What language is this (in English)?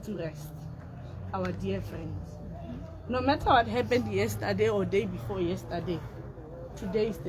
Tswana